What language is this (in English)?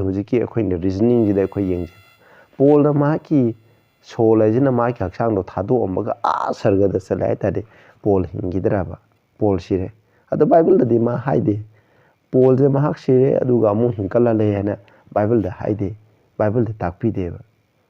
Manipuri